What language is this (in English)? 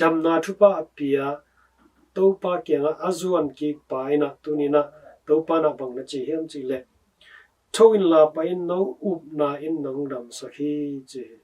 Tedim Chin